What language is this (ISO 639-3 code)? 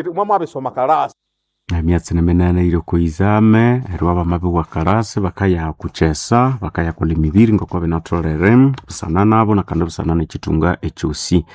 nnb